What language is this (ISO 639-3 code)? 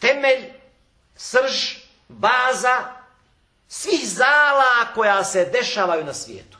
bos